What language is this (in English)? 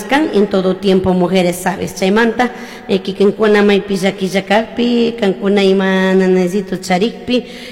Chimborazo Highland Quichua